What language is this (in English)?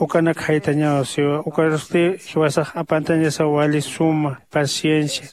Aymara